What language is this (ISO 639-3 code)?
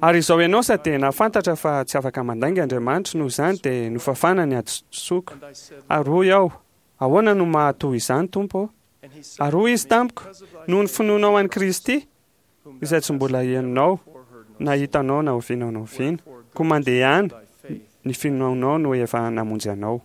mlg